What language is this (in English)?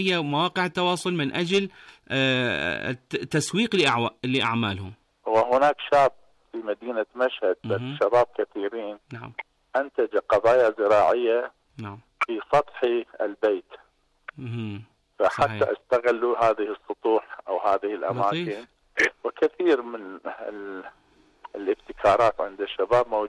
Arabic